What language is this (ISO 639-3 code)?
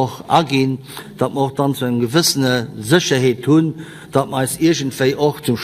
ltz